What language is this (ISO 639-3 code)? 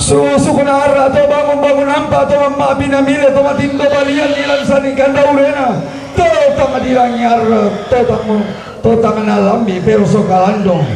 sda